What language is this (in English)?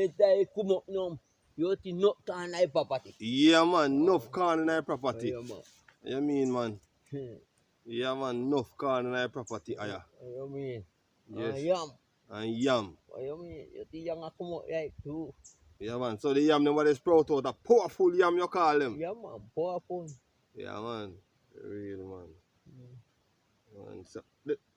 Jamaican Creole English